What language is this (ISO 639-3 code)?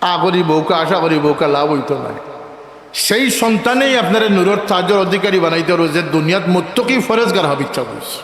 syl